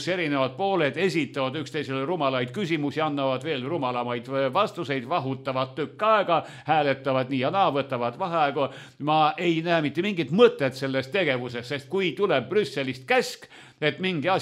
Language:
Estonian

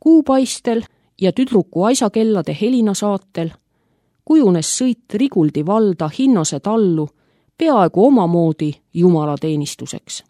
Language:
Estonian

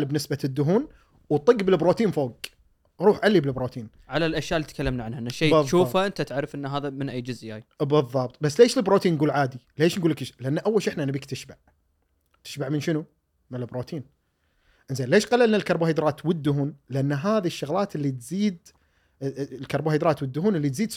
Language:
Gulf Arabic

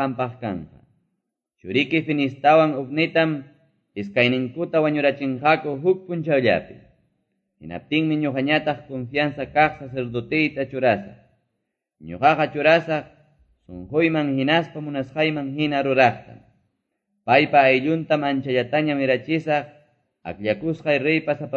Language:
Quechua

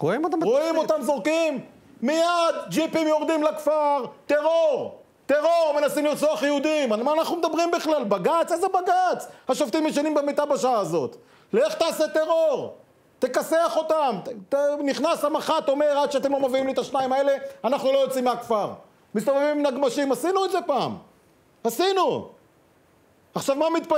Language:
Hebrew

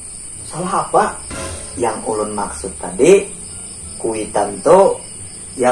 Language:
Banjar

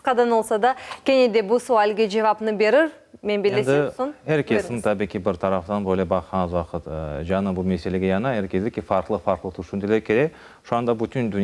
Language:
Crimean Tatar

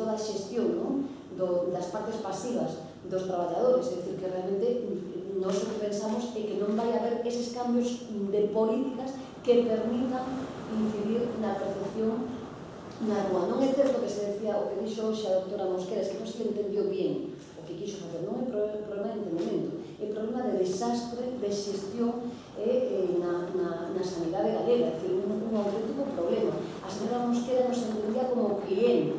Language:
Galician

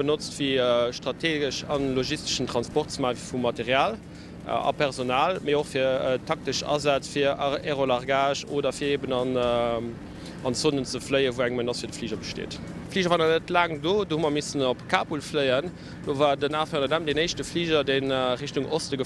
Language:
Luxembourgish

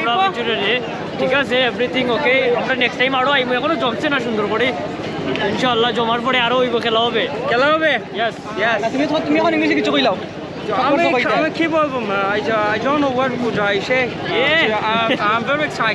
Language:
Sylheti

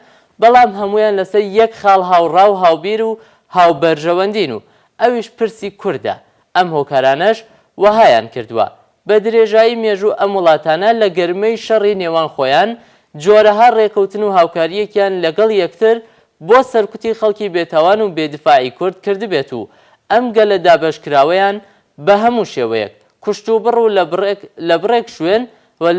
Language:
Central Kurdish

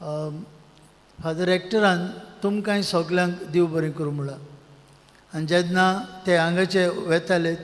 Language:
Konkani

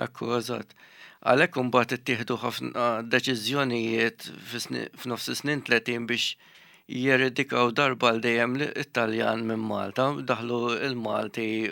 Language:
Maltese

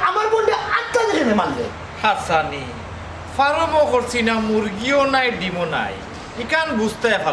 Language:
Sylheti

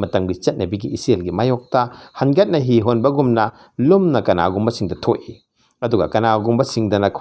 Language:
Manipuri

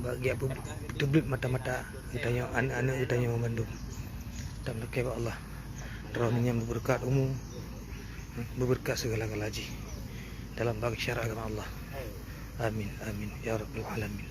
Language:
Achinese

